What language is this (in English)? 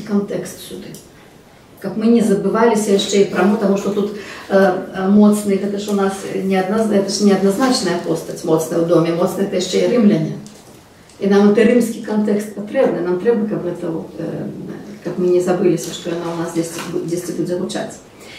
Belarusian